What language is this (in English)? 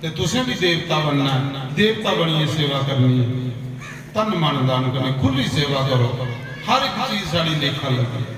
Dogri